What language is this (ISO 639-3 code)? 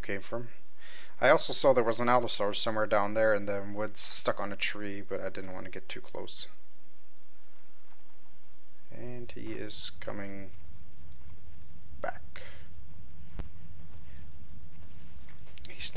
eng